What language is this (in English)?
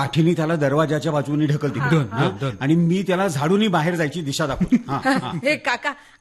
Marathi